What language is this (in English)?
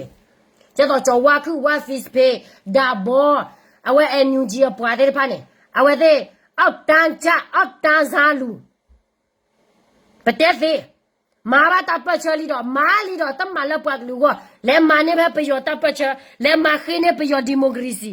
S'gaw Karen